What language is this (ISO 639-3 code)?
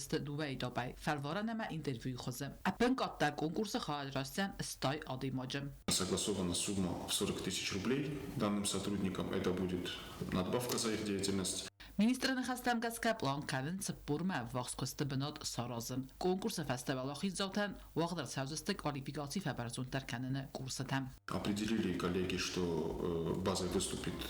oss